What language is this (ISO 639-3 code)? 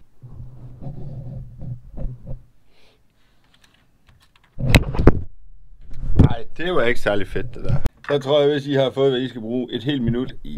dan